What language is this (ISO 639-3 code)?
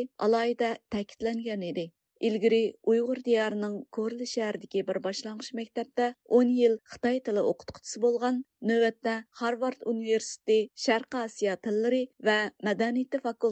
uig